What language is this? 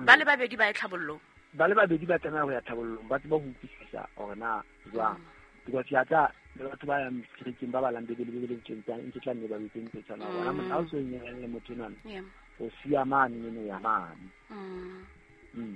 Southern Sotho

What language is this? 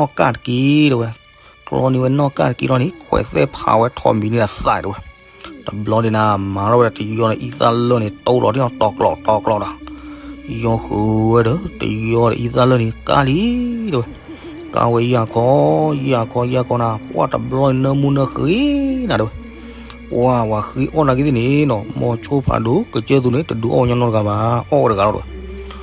S'gaw Karen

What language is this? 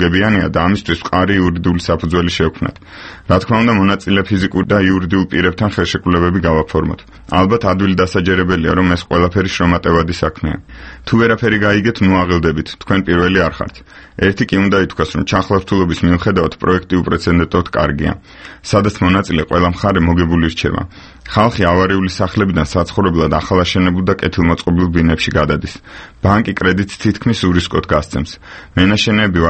Georgian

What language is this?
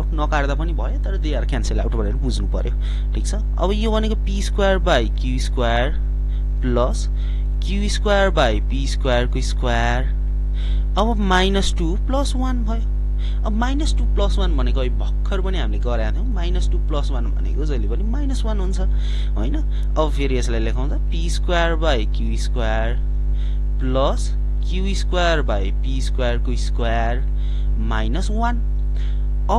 Nepali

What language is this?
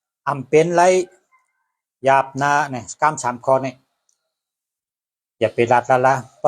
Shan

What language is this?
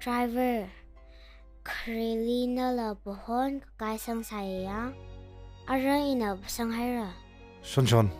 Tangkhul Naga (India)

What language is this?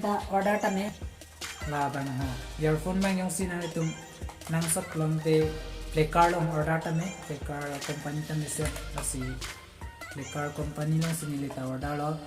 Karbi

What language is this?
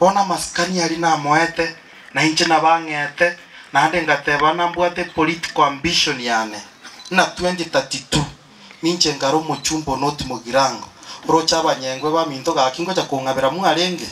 Gusii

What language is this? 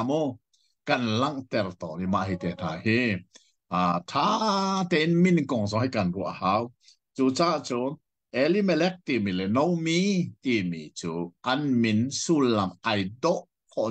Hakha Chin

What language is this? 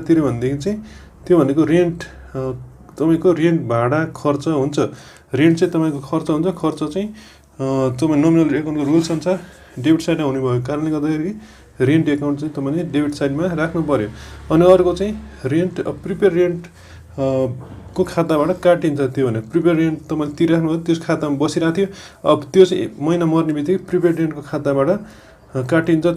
Nepali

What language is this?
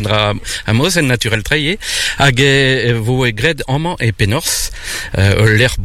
Breton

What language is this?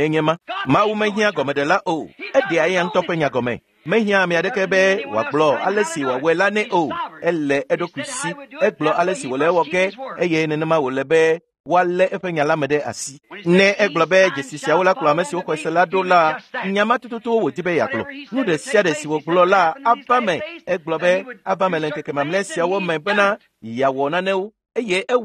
Ewe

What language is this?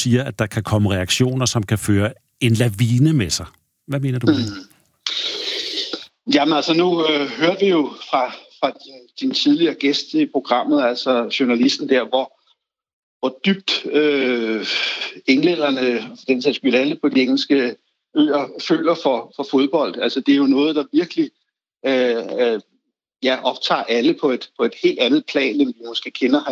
Danish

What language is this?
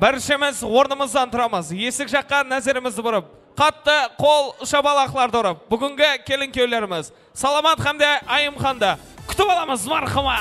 Kara-Kalpak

